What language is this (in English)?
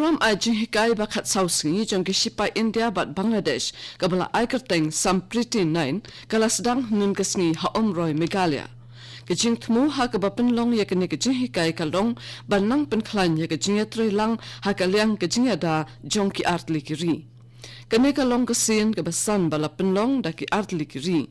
Khasi